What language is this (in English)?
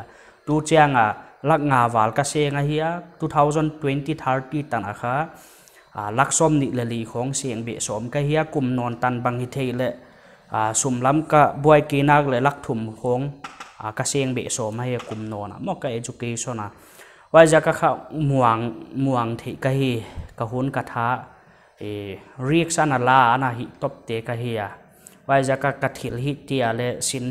Paite Chin